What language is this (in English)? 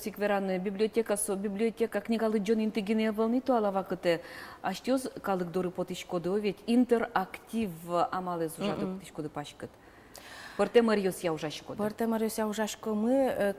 Udmurt